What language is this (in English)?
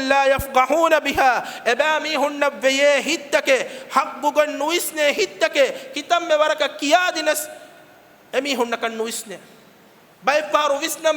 Divehi